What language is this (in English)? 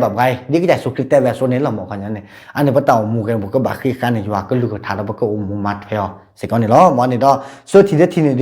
S'gaw Karen